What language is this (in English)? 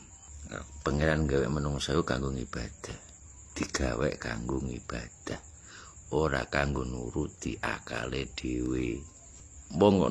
Javanese